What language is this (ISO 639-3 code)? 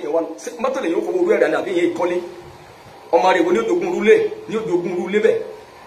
yor